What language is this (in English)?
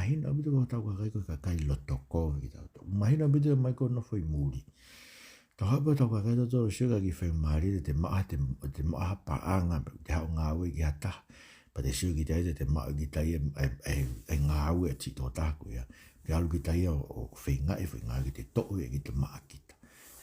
Tongan